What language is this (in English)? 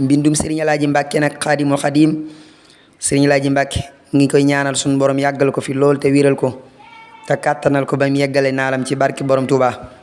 Wolof